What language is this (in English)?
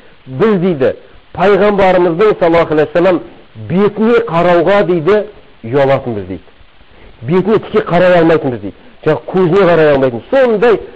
Kazakh